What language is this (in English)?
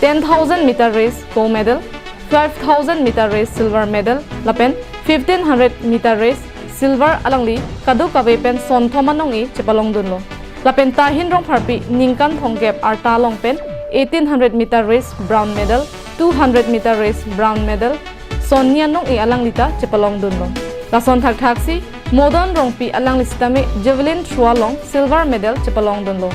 Karbi